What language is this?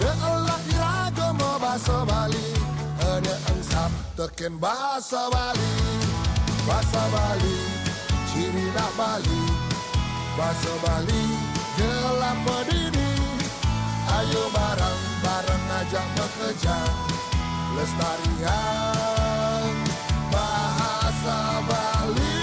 Balinese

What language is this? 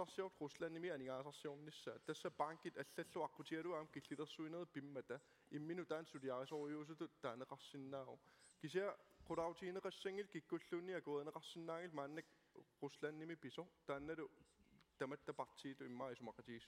Kalaallisut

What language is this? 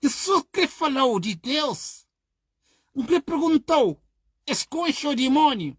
Kabuverdianu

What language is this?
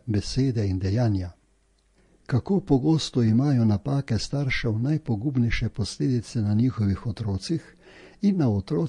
Slovenian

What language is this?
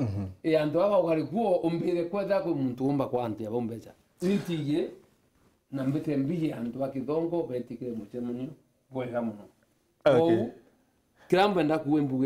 Meru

